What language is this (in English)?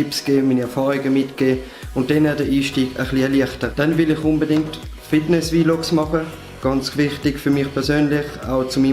Swiss German